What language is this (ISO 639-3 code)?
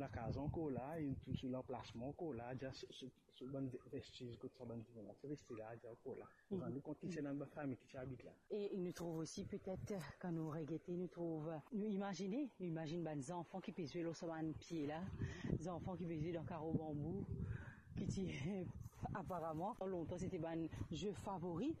mfe